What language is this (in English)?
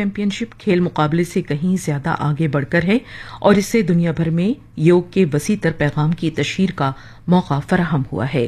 Urdu